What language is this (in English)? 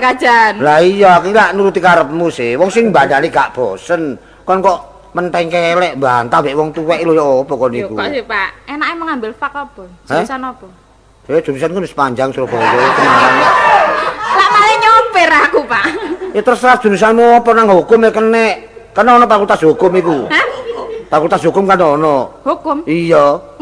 Javanese